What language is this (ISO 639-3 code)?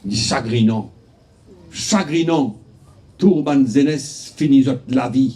mfe